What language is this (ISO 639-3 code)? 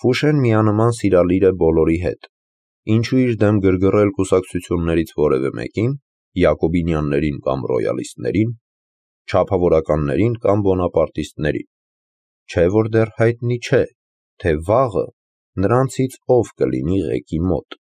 hye